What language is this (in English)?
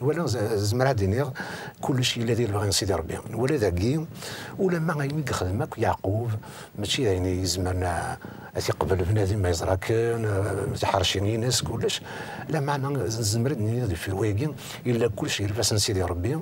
Kabyle